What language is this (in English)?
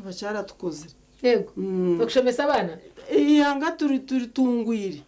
Nyankole